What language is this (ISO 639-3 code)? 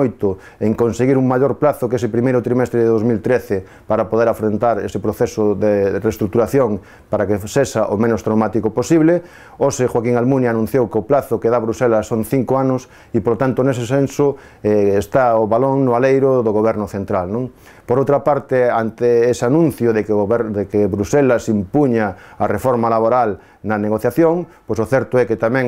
glg